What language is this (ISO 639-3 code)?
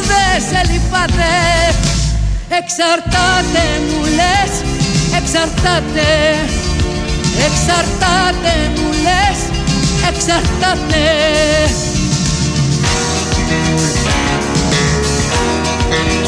ell